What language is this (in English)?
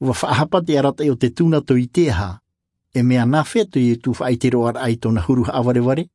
Tahitian